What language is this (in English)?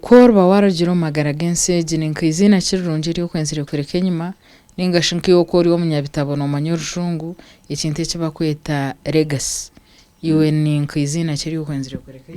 Nyankole